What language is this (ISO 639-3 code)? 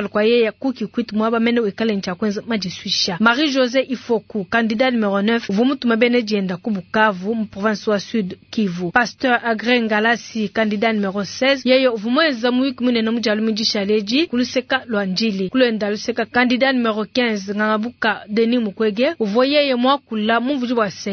lua